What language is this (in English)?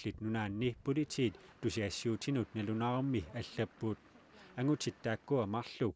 Kalaallisut